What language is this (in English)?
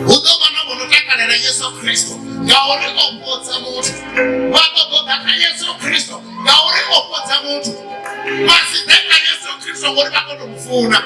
Venda